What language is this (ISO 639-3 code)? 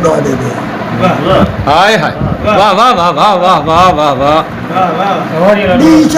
skr